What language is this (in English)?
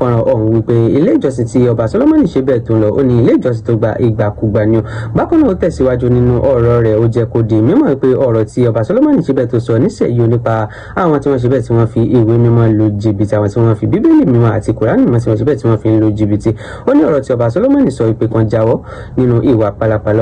Yoruba